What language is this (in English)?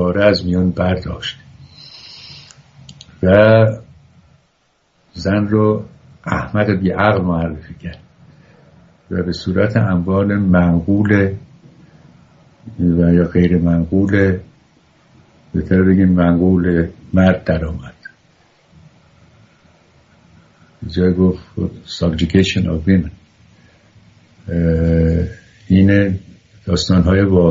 Persian